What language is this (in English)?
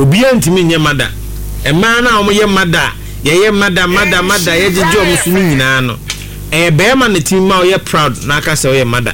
Akan